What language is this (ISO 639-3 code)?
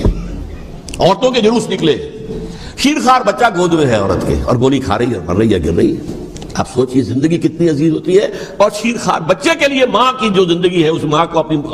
urd